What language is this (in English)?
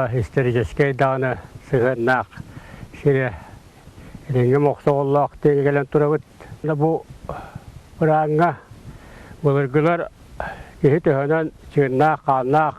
Yakut